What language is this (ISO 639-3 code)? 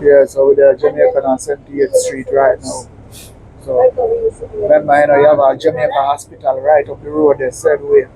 jam